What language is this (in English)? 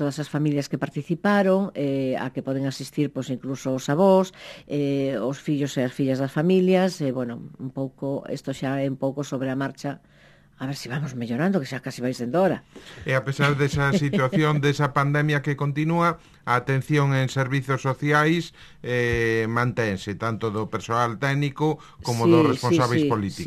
Galician